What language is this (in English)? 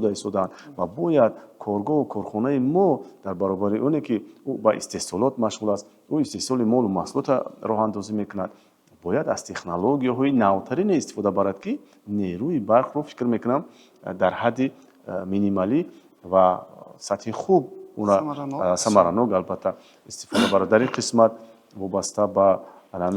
Tajik